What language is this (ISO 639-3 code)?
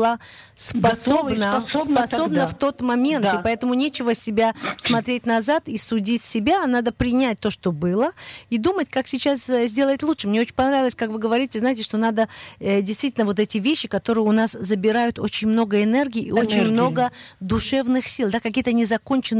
rus